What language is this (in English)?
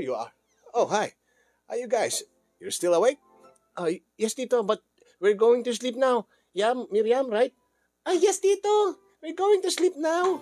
Iloko